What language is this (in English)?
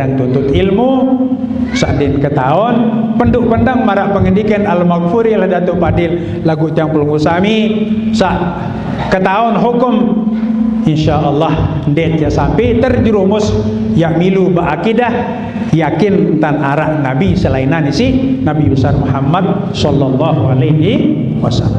Sasak